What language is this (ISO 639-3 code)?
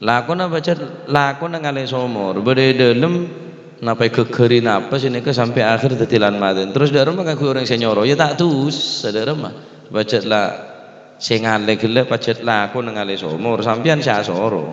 mad